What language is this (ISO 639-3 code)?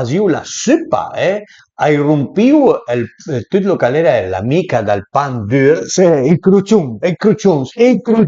pms